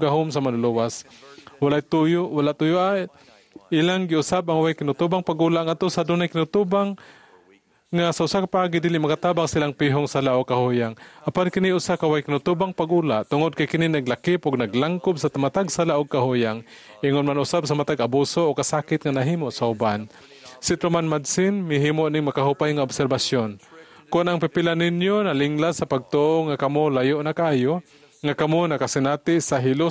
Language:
Cebuano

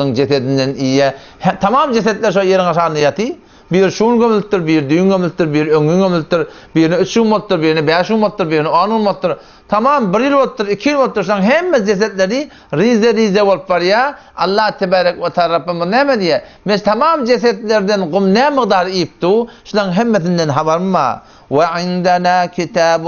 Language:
Turkmen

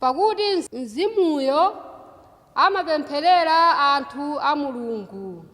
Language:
Nyanja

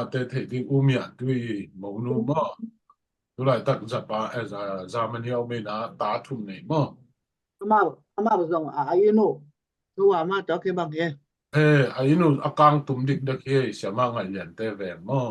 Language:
Tedim Chin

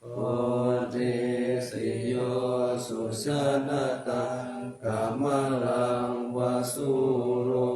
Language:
Pali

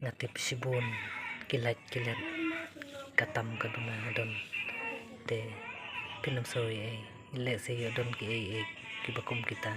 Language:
Khasi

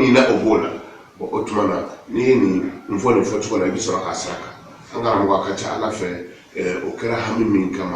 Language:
Bambara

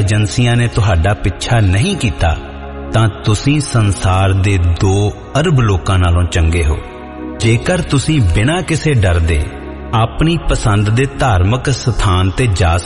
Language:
Punjabi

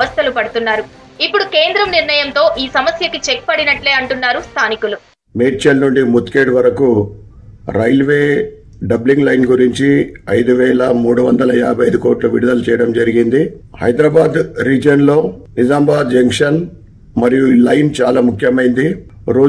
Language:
Telugu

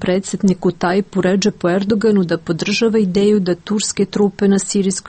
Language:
Serbian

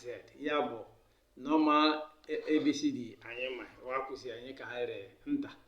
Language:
Igbo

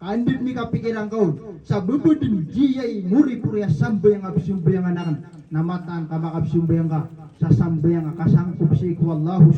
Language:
Maranao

